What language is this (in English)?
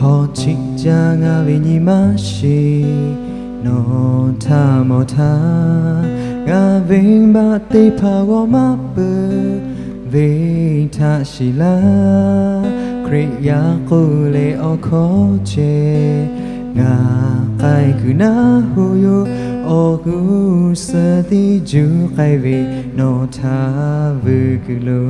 Lahu